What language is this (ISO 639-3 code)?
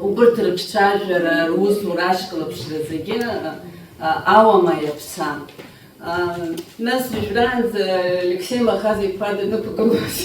abk